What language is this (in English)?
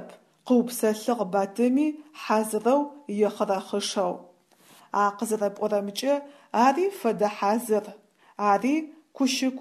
Adyghe